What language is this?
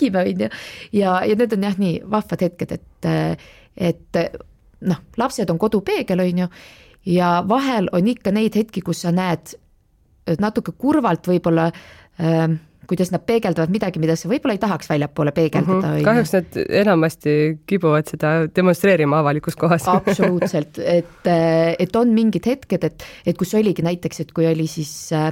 Estonian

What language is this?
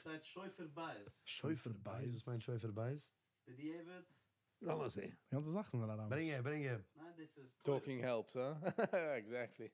Yiddish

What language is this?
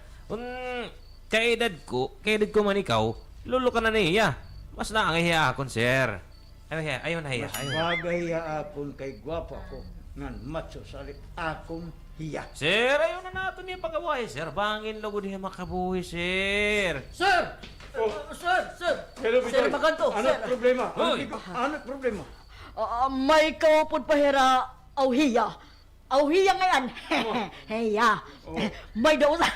Waray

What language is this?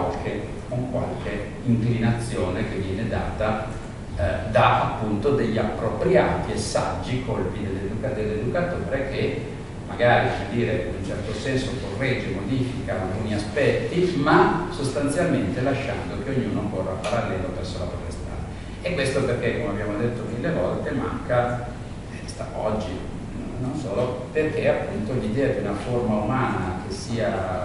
Italian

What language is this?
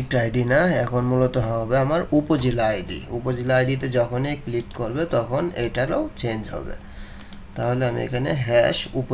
Bangla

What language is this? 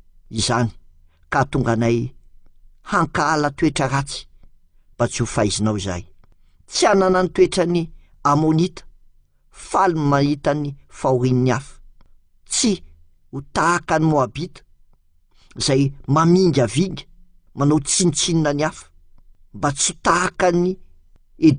Malagasy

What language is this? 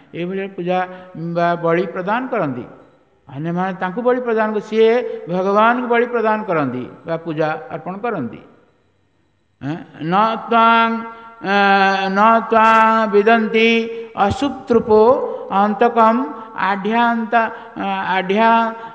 Odia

